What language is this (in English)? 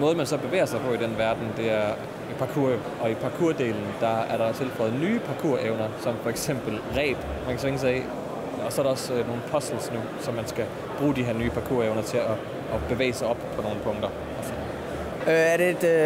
Danish